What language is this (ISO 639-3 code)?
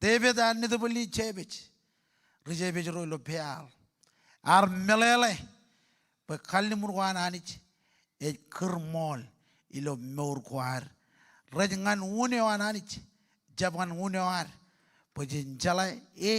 mah